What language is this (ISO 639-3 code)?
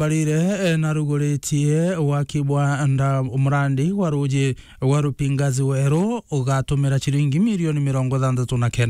mer